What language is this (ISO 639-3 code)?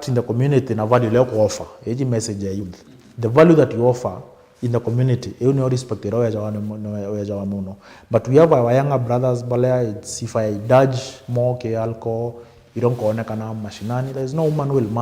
mer